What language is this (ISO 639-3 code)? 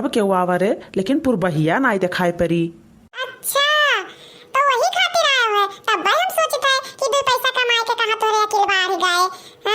awa